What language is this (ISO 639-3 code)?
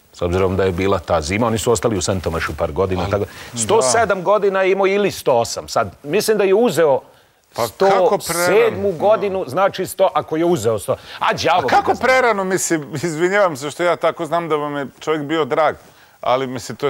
srp